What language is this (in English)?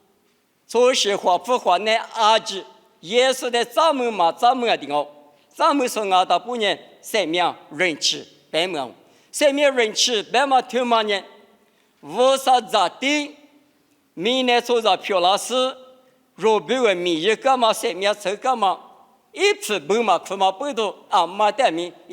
Lisu